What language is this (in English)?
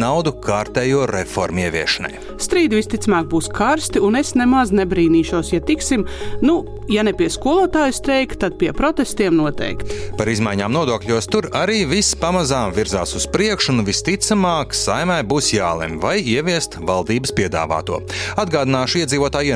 Latvian